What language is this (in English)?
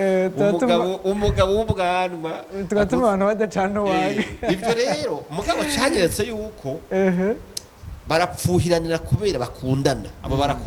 Rundi